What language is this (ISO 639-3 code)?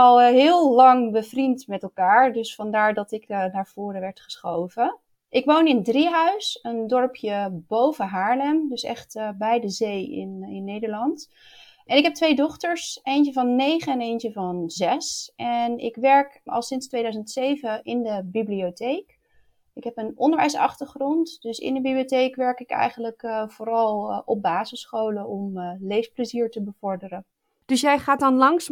nld